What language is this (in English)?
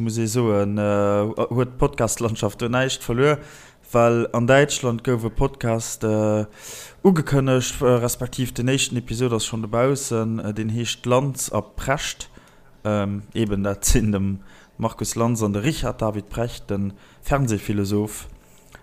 Luxembourgish